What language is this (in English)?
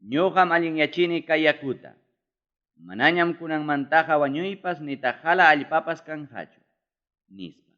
Ayacucho Quechua